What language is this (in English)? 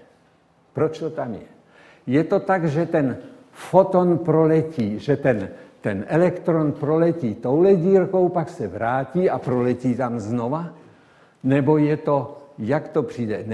Czech